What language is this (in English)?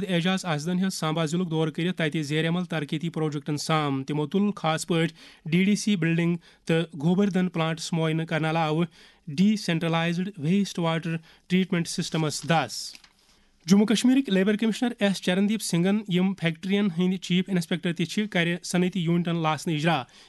Kashmiri